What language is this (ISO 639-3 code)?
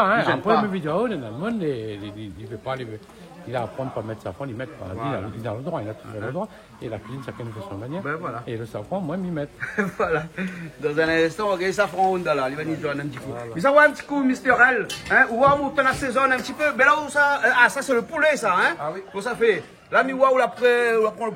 rcf